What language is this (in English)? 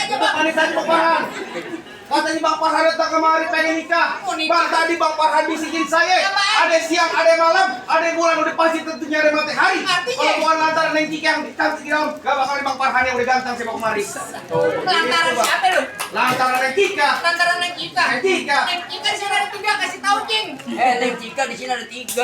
Betawi